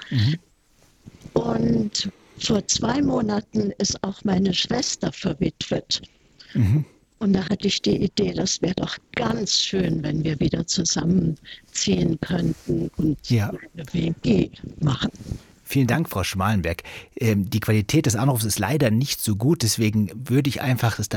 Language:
German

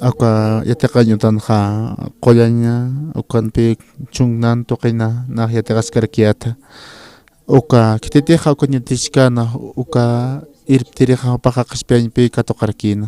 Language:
Aymara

